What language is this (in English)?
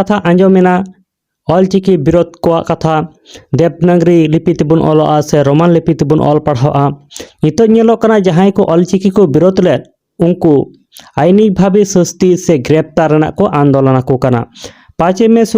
Santali